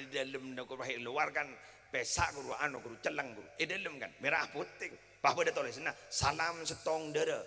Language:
Madurese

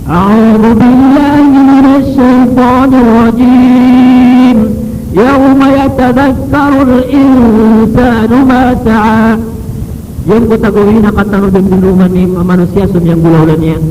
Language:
Maranao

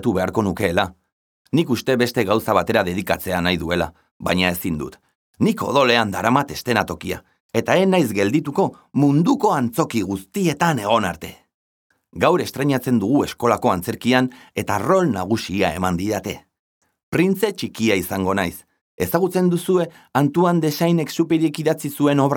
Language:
Basque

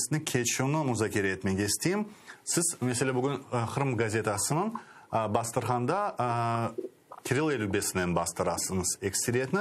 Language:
Crimean Tatar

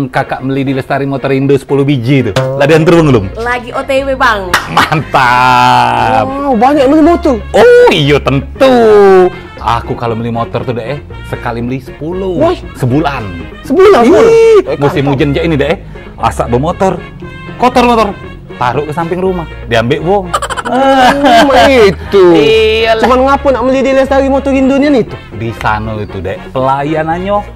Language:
Musi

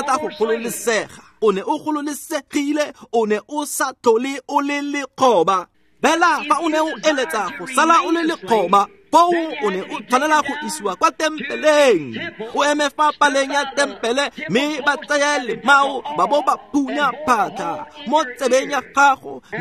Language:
Tswana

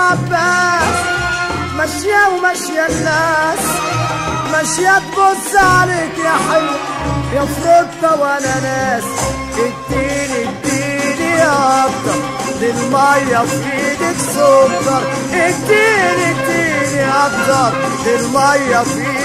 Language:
Egyptian Arabic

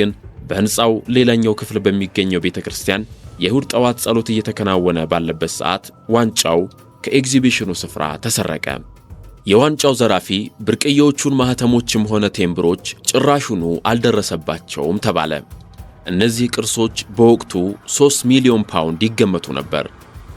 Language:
Amharic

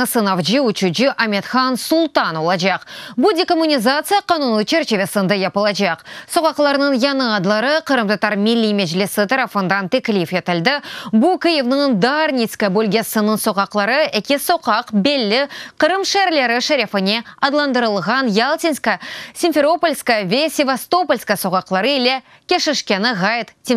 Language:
Crimean Tatar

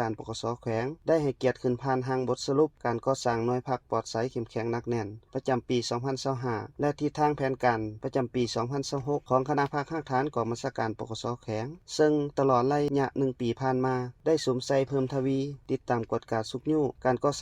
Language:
Lao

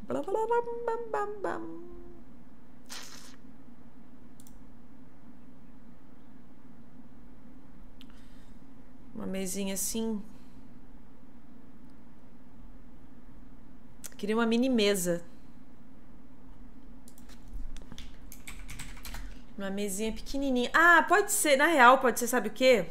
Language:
Portuguese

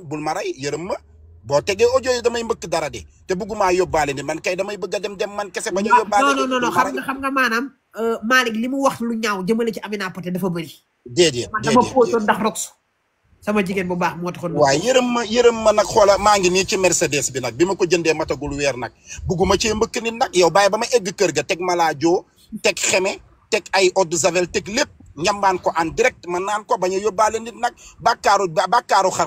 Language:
Wolof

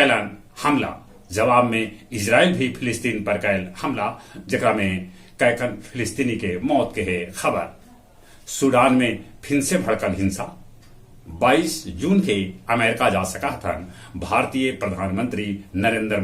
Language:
Magahi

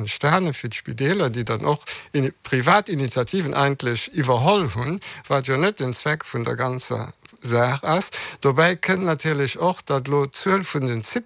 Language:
Luxembourgish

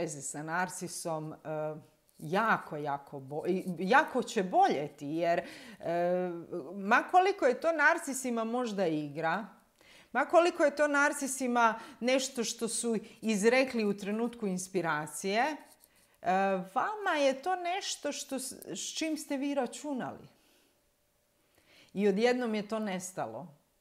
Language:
Croatian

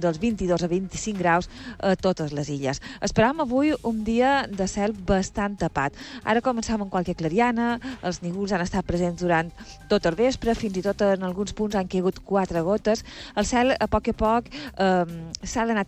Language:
Catalan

